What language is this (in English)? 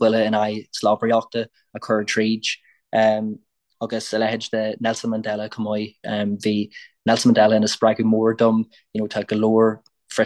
Irish